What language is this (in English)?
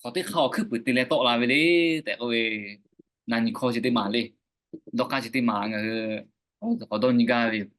Lahu